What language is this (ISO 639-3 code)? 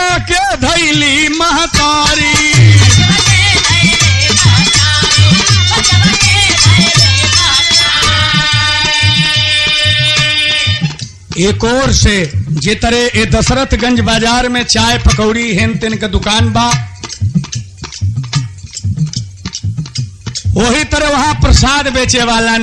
bho